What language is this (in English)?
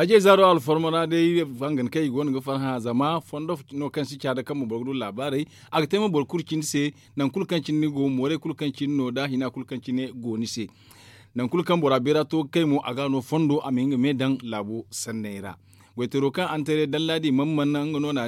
Zarma